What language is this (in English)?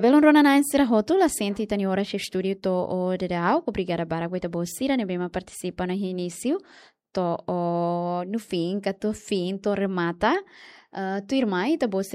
Tetum